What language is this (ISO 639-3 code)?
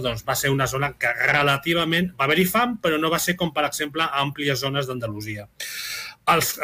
cat